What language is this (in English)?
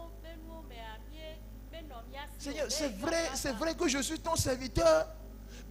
Ewe